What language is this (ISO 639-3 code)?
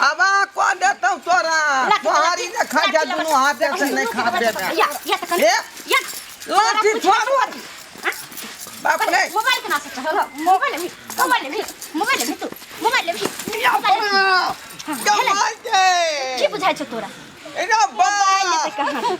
mai